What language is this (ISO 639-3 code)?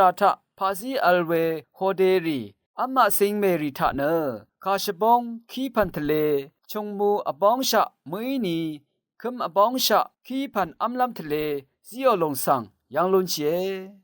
raw